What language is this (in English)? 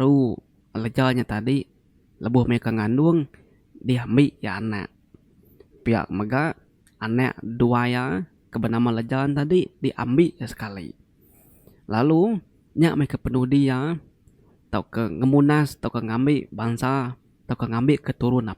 Iban